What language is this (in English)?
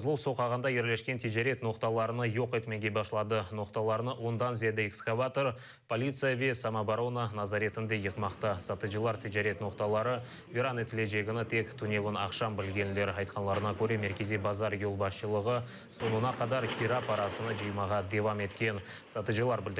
Crimean Tatar